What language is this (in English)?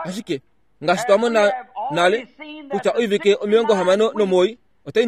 Kuanyama